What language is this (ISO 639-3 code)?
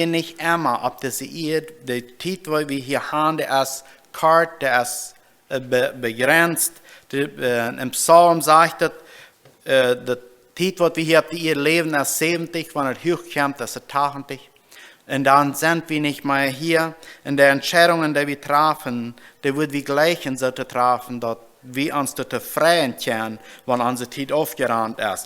pdt